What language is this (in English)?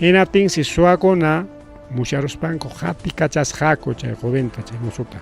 Ayacucho Quechua